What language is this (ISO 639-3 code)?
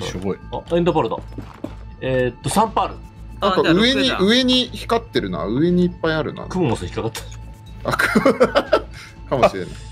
jpn